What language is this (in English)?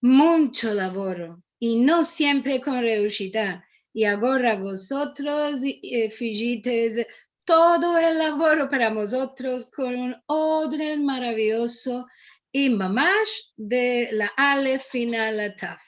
Ladino